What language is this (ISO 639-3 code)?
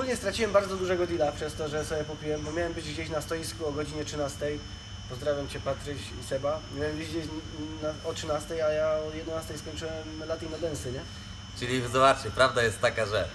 pol